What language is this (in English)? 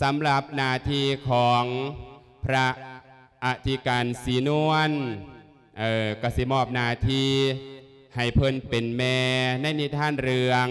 Lao